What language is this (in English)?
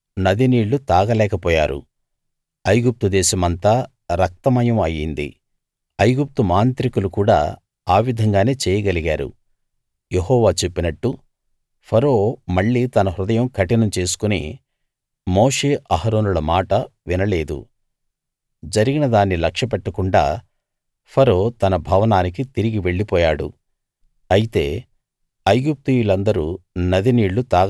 Telugu